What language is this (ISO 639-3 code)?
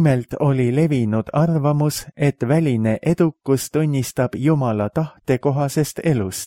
est